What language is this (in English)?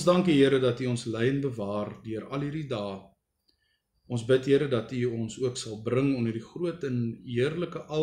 Afrikaans